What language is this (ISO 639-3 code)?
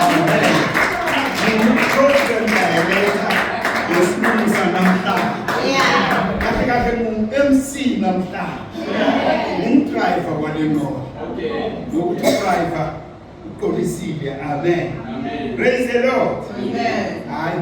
zul